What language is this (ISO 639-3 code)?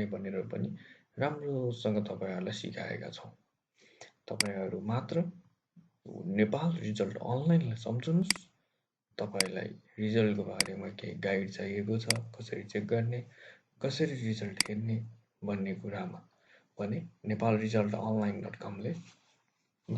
nep